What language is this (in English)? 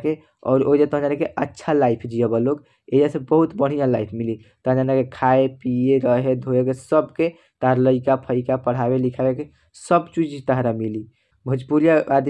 Bhojpuri